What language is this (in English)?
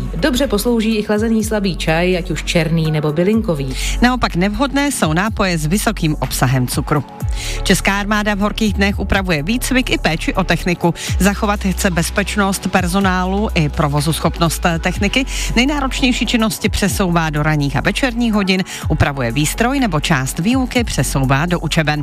Czech